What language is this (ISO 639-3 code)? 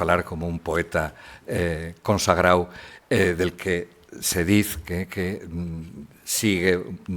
ast